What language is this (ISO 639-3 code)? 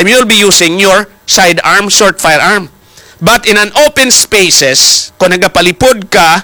hil